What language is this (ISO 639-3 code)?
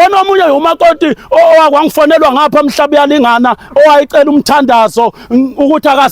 zul